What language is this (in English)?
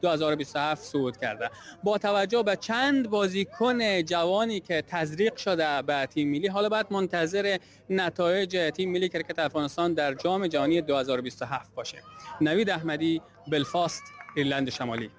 Persian